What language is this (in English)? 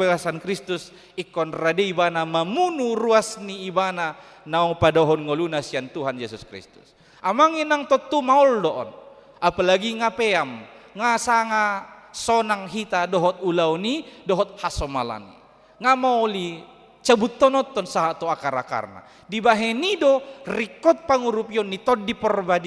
Batak Toba